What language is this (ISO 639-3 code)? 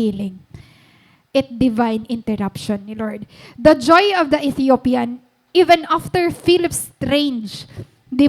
war